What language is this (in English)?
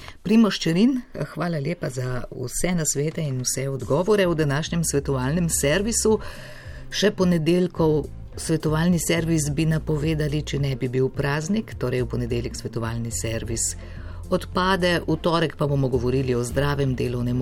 Slovenian